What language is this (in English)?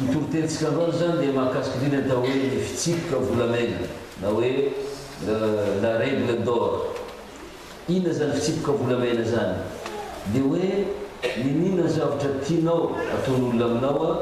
Malagasy